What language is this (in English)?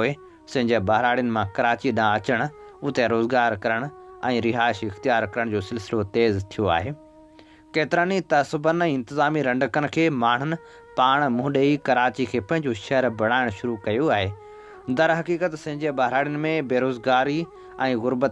Sindhi